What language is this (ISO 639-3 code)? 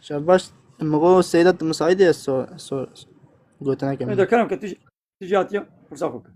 kur